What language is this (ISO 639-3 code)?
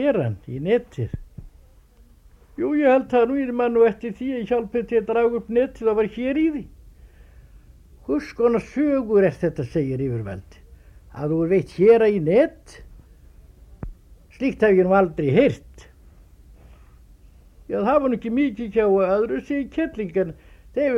isl